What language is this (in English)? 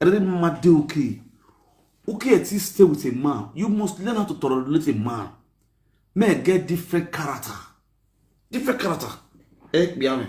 Nigerian Pidgin